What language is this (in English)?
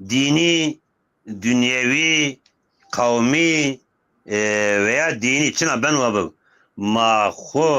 Zaza